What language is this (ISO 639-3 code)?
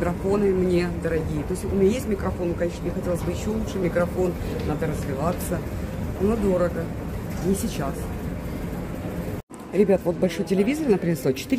rus